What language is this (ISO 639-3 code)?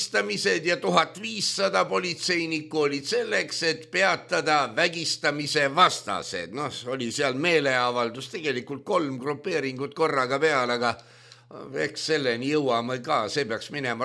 est